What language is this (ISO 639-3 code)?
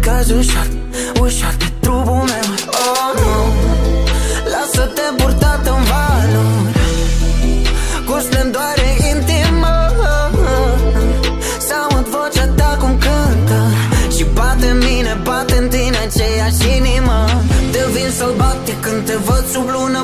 ron